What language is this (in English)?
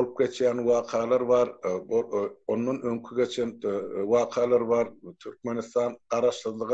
Turkmen